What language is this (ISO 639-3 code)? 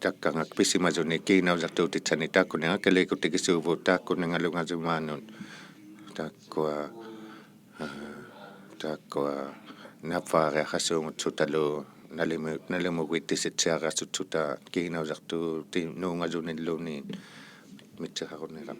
iku